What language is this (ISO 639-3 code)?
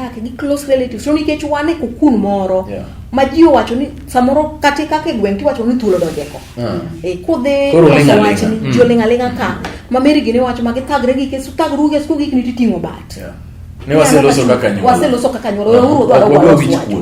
luo